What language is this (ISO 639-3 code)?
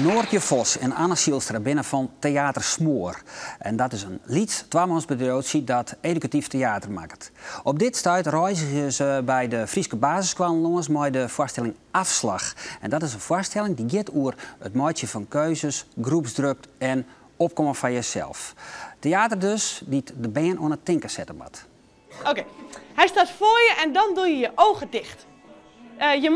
fry